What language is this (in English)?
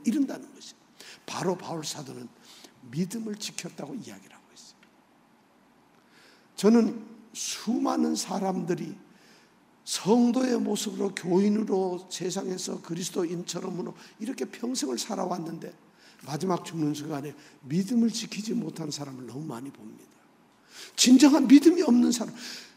Korean